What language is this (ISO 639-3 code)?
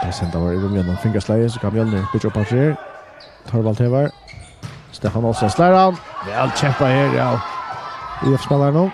fao